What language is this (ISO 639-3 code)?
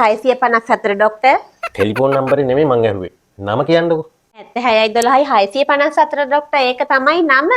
sin